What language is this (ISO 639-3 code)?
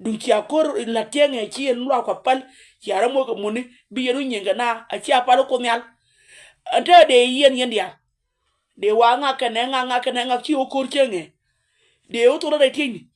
nus